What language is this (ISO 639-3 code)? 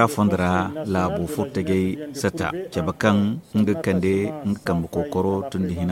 dje